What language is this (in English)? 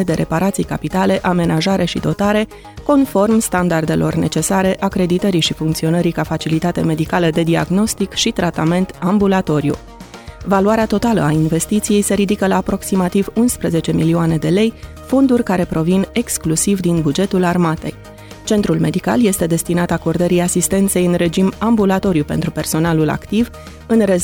Romanian